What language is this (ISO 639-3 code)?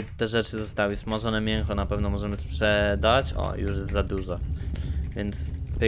pol